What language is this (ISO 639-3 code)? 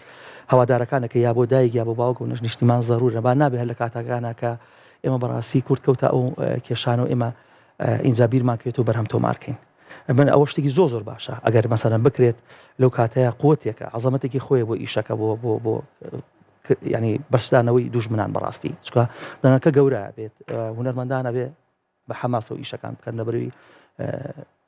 ckb